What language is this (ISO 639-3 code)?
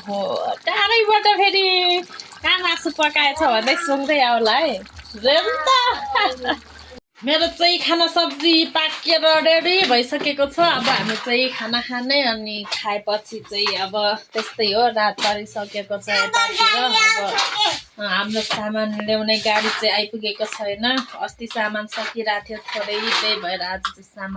nep